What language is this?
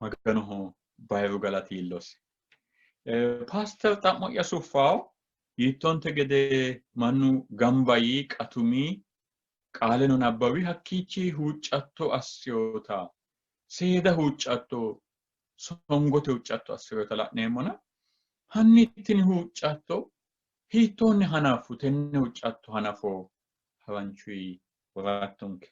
Sidamo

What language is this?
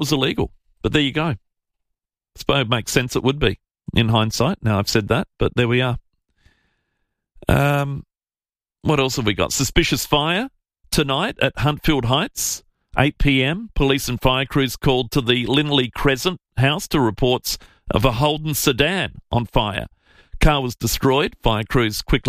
English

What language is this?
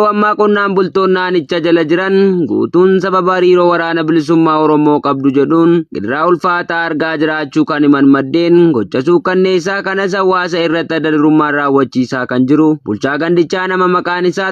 Oromo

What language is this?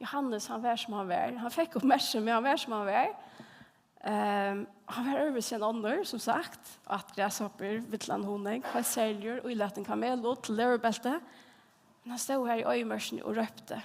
Faroese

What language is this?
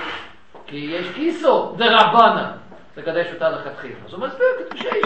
Hebrew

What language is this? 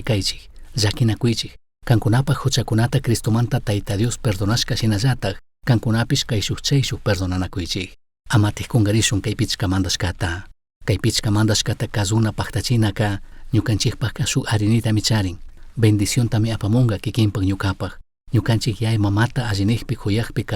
Chimborazo Highland Quichua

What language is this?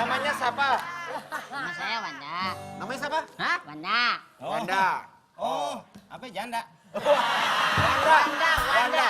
Betawi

